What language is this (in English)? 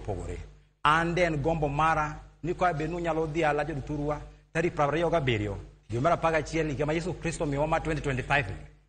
Luo (Kenya and Tanzania)